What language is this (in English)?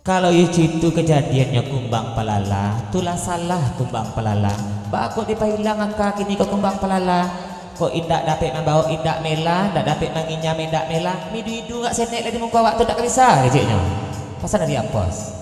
Minangkabau